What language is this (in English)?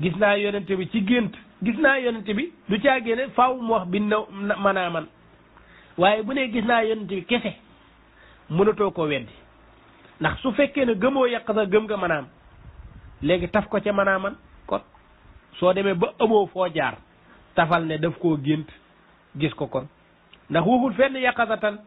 Wolof